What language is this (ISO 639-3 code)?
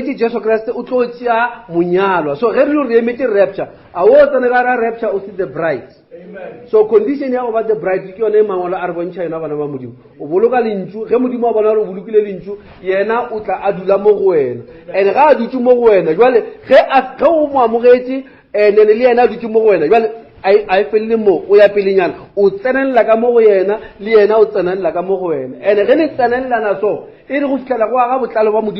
nso